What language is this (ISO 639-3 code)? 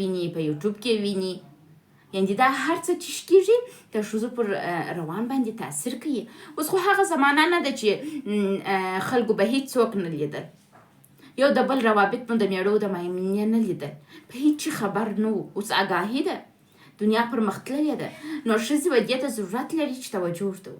pus